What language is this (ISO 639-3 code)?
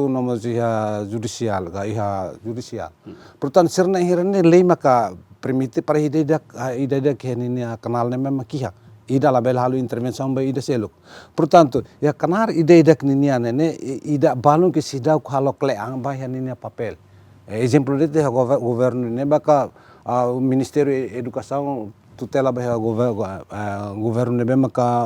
tet